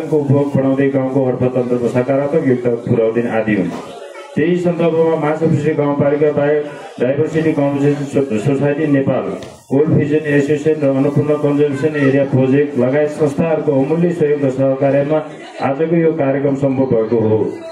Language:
Nepali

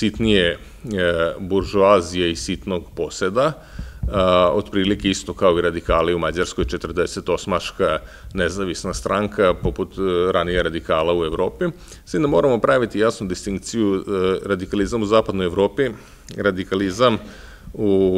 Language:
Serbian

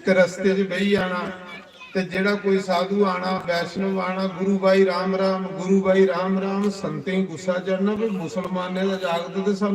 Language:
Dogri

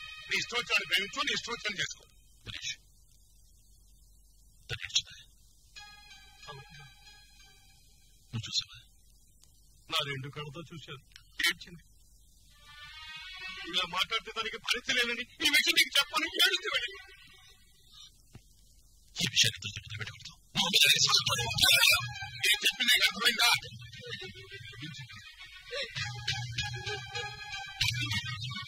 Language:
Telugu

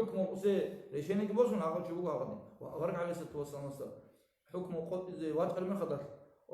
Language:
Avaric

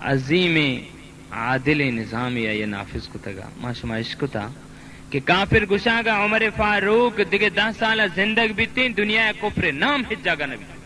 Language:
Baluchi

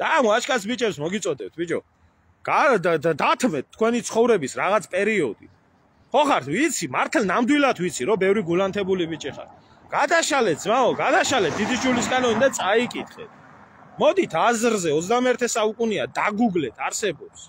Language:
Georgian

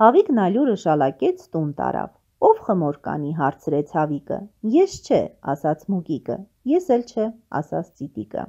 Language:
Armenian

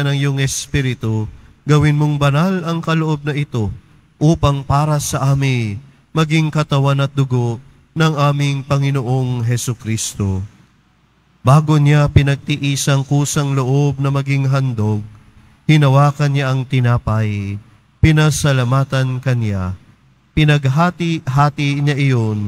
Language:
Filipino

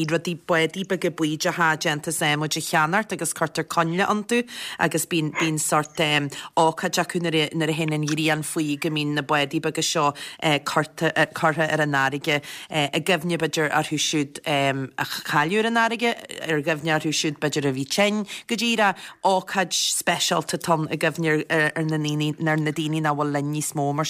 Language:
Irish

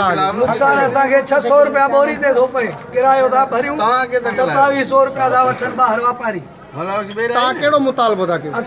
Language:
Sindhi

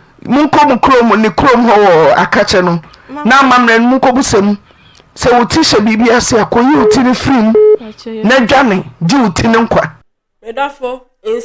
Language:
Akan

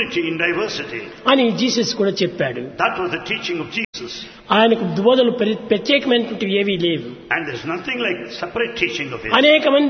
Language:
Telugu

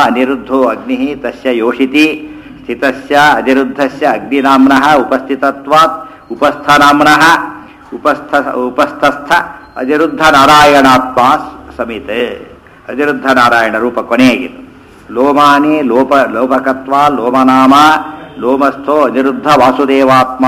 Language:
Kannada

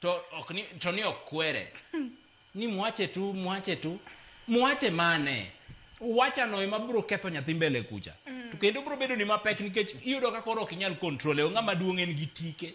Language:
Luo (Kenya and Tanzania)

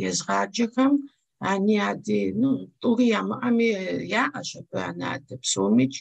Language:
Kabardian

